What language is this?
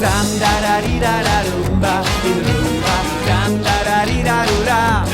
Silesian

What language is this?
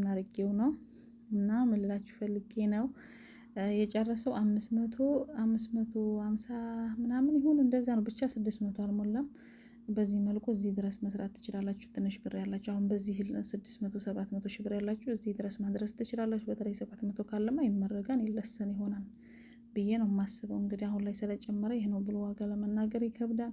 Amharic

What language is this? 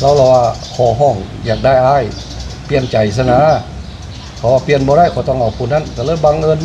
Northeastern Thai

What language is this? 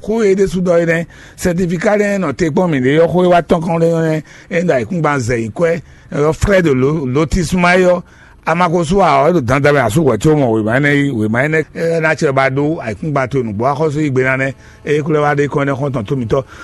Fon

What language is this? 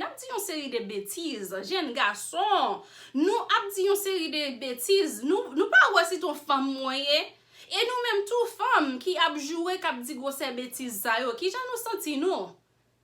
Haitian Creole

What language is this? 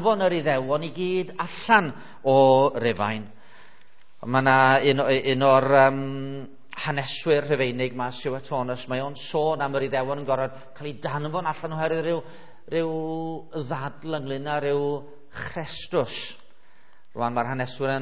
Welsh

